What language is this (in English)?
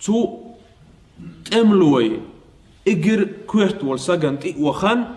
Chechen